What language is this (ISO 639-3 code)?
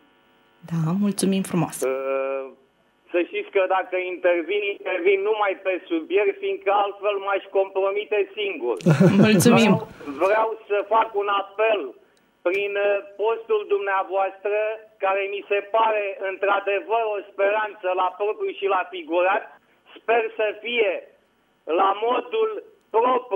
ron